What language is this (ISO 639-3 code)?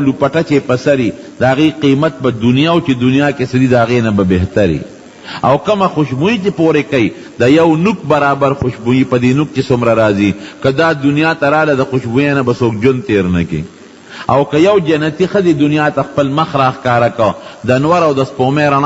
pus